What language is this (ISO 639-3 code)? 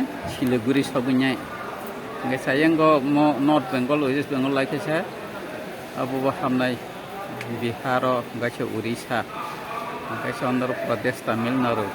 trp